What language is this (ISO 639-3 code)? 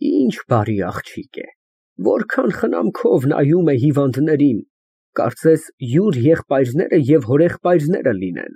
hye